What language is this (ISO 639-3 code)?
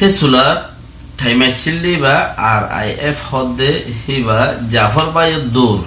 rhg